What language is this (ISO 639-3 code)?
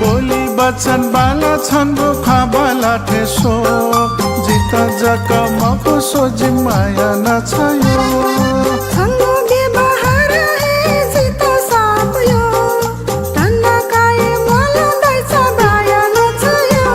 new